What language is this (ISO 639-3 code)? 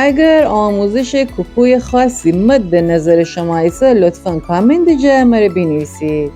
glk